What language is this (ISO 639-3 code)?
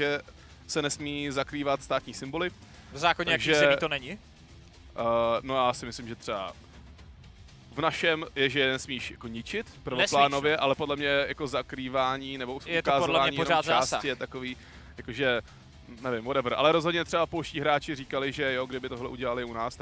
ces